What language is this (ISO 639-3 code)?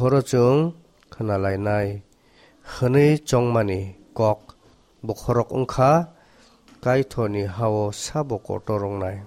trp